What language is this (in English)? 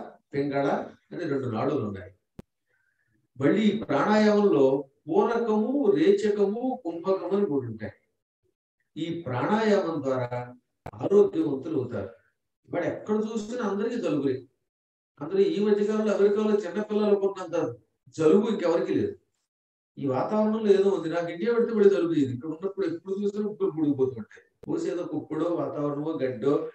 Telugu